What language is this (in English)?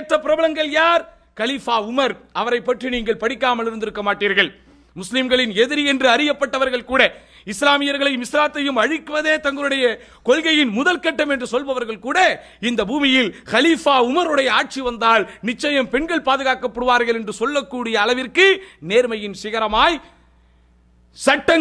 Tamil